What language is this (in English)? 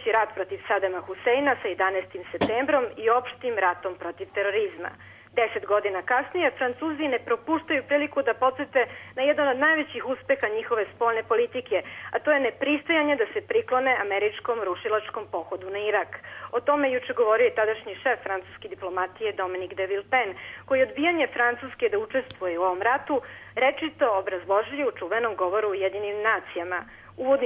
Serbian